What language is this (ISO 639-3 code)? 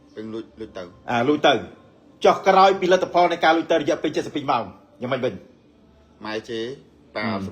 khm